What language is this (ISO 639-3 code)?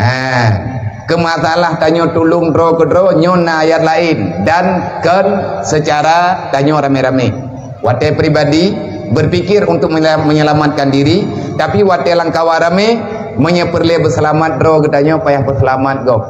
ace